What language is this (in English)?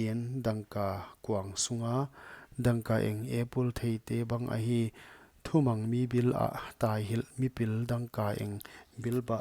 Paite Chin